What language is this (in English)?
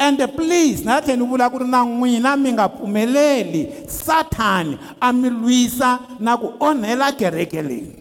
Tsonga